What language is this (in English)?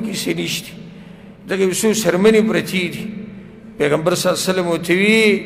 Pashto